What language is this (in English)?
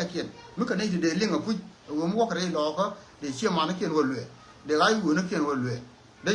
Nuer